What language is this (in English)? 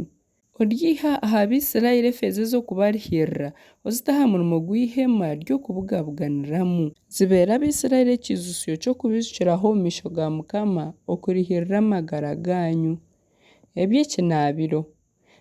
Nyankole